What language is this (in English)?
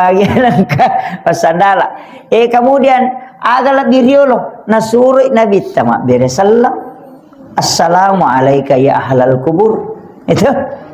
Buginese